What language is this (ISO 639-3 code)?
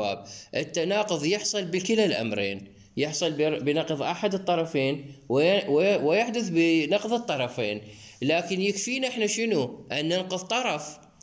acm